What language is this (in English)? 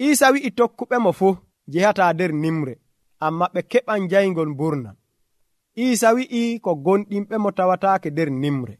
Nigerian Fulfulde